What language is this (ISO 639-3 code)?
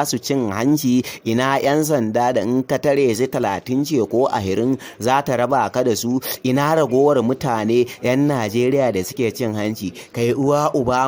hau